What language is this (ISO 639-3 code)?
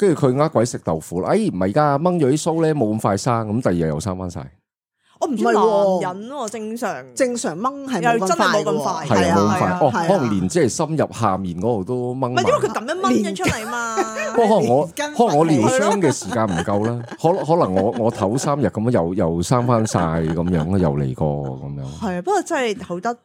yue